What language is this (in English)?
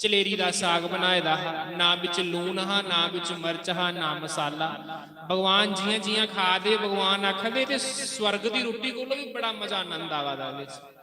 Dogri